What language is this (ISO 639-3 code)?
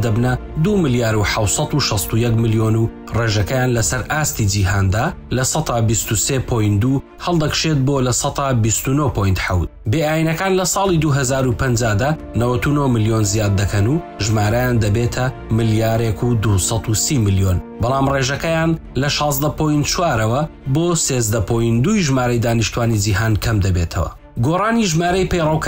ckb